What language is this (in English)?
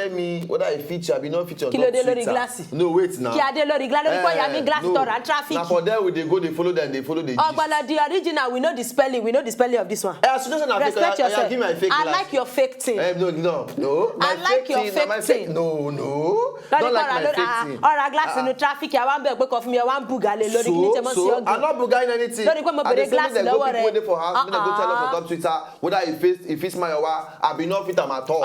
Nigerian Pidgin